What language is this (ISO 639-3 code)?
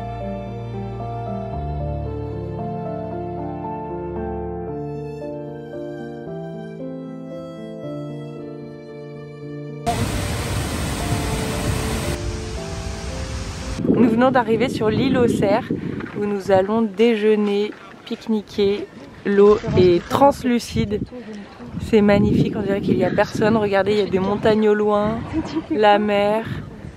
fra